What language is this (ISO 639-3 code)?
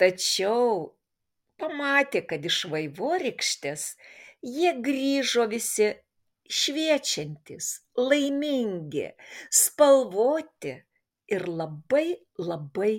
lit